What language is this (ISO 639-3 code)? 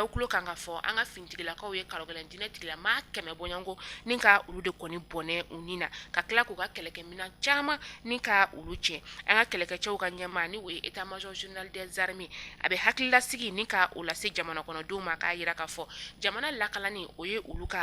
bam